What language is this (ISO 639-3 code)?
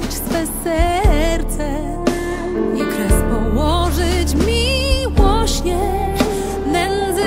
pol